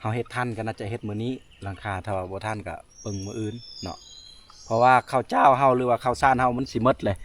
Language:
Lao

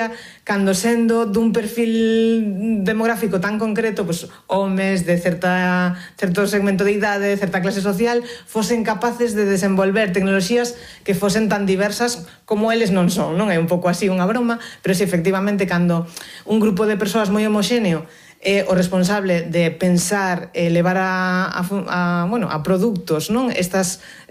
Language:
Galician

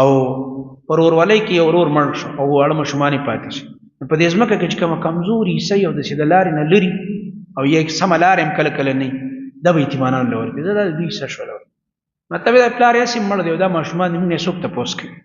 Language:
Pashto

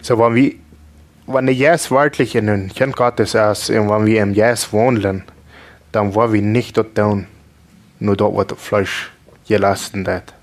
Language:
Plautdietsch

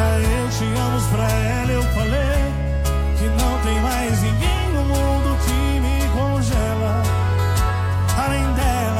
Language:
Portuguese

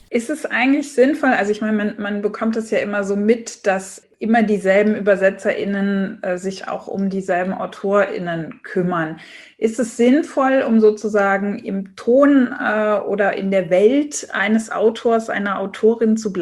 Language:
German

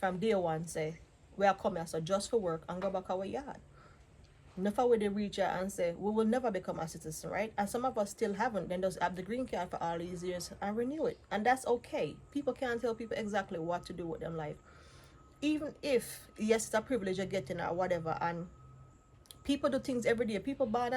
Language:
Jamaican Creole English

